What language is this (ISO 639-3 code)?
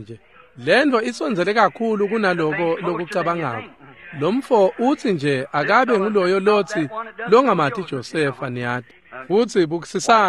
ssw